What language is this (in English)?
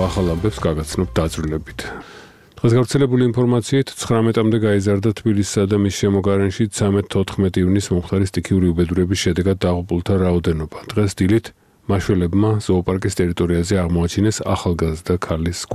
Georgian